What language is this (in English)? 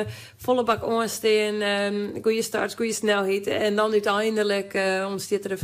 Western Frisian